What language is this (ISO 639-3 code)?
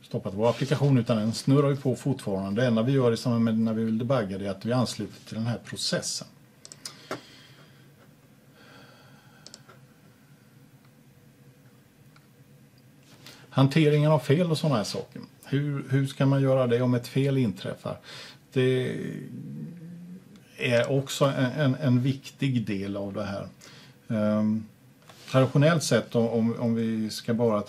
swe